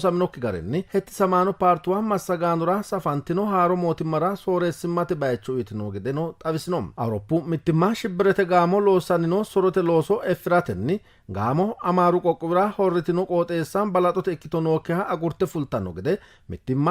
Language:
Sidamo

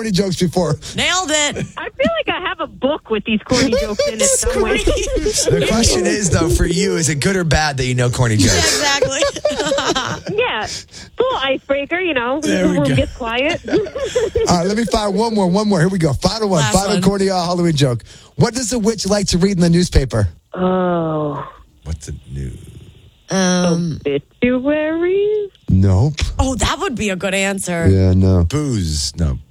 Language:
English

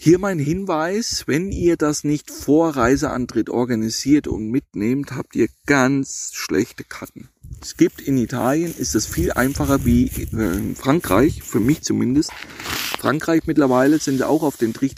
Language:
German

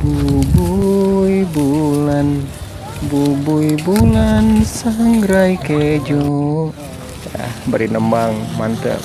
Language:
Sundanese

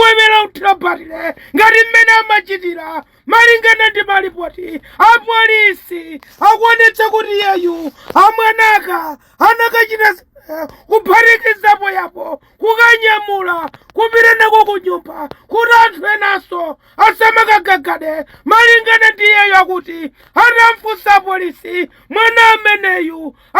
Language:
Nyanja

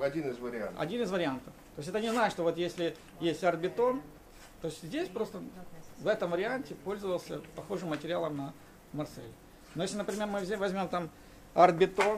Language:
Russian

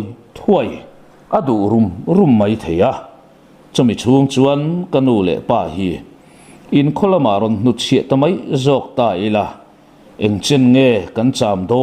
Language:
Mizo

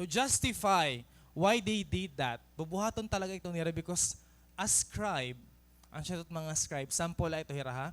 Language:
Waray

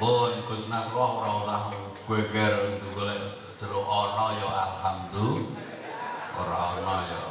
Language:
Javanese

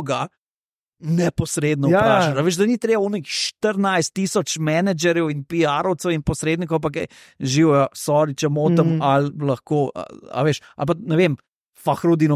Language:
Slovenian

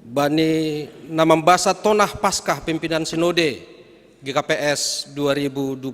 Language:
Batak Simalungun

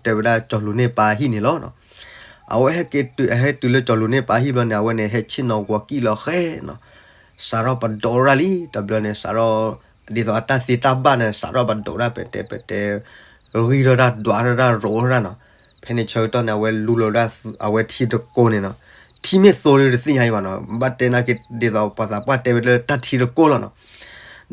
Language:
S'gaw Karen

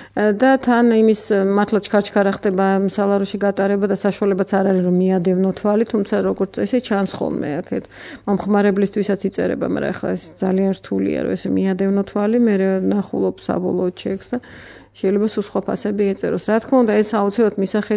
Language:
Georgian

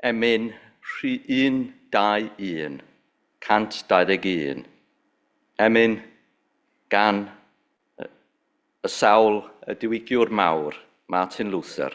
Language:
Welsh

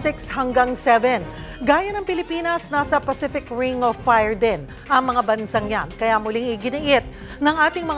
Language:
Filipino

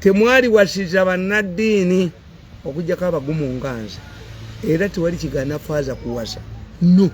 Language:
Ganda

